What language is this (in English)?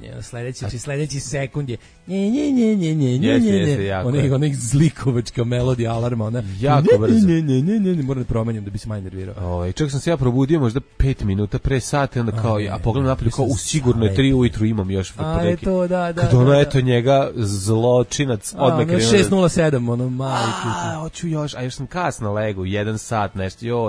Serbian